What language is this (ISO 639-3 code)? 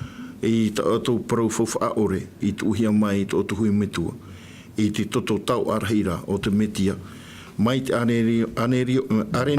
tah